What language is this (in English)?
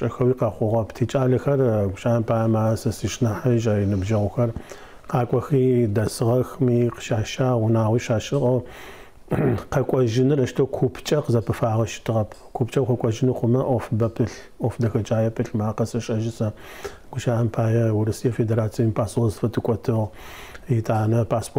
Adyghe